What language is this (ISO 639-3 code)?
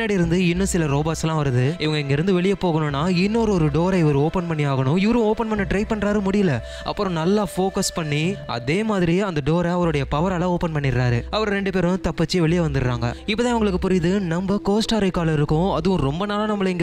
tam